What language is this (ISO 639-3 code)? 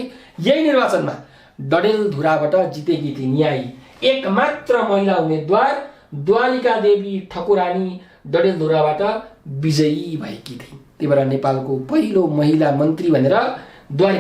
nep